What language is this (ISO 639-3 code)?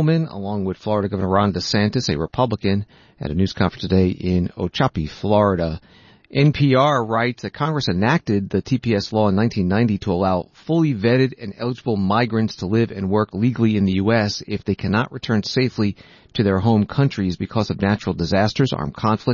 eng